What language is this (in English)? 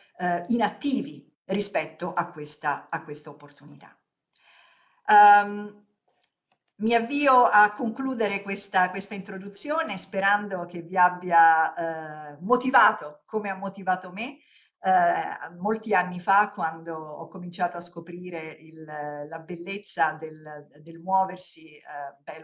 Italian